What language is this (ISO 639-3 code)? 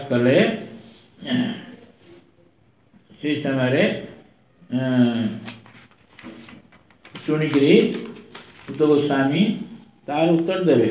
ori